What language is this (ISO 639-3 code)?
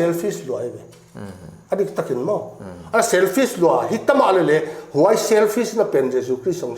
pck